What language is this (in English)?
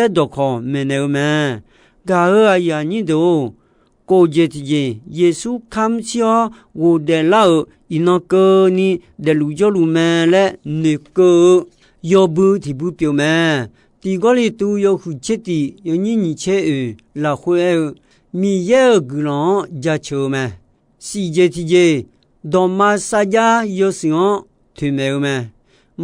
Akha